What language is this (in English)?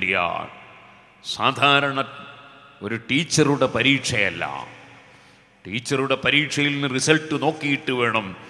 Malayalam